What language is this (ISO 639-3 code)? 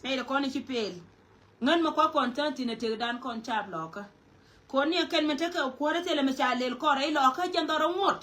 nus